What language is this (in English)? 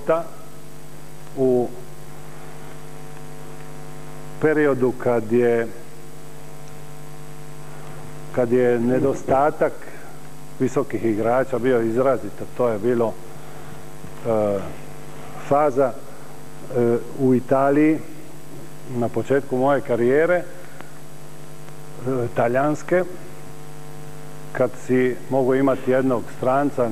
Croatian